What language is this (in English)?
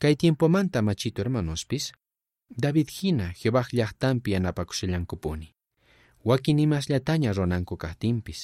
South Bolivian Quechua